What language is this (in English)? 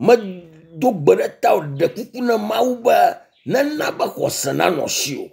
Ewe